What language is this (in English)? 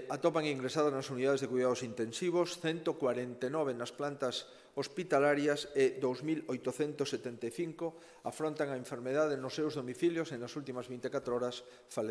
Galician